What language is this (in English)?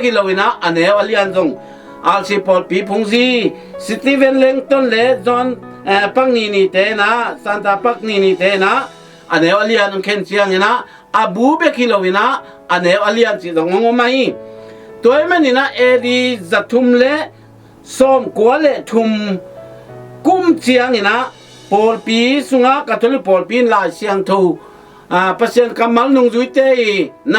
Tedim Chin